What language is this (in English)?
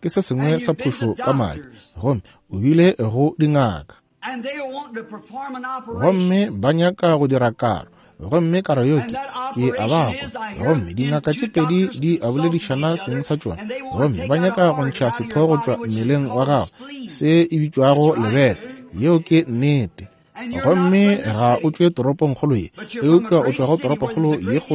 Northern Sotho